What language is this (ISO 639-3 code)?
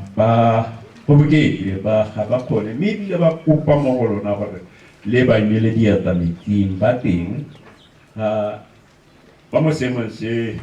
tsn